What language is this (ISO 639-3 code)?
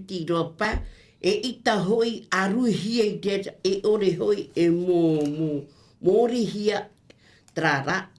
tah